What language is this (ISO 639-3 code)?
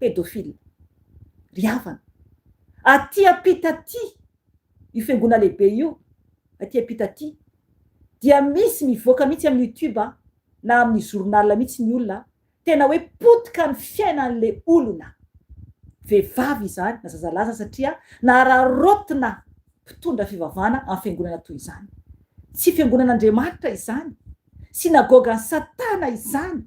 mlg